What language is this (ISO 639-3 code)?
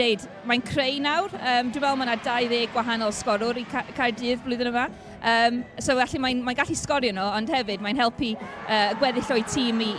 cym